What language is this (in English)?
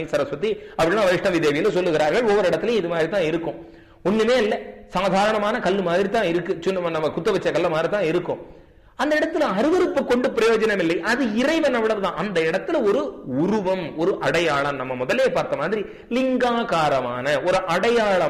Tamil